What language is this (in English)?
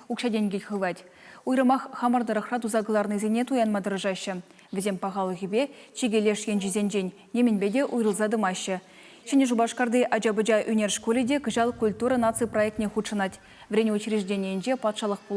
Chuvash